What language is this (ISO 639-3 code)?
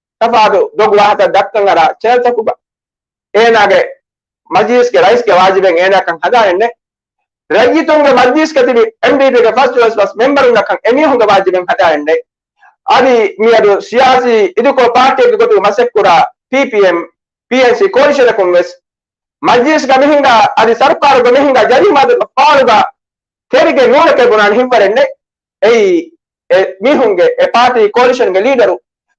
div